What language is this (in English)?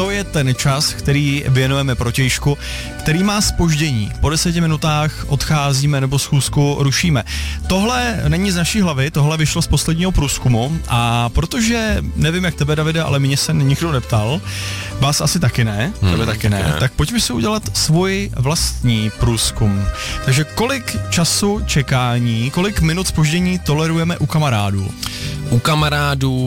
Czech